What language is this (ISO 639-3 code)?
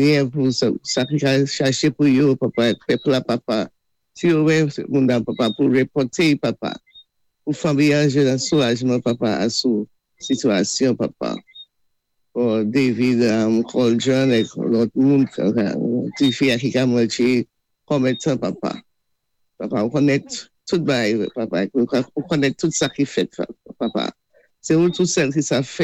acf